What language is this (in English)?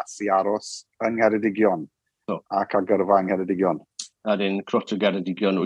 Welsh